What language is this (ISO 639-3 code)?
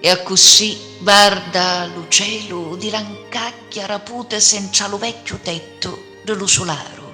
scn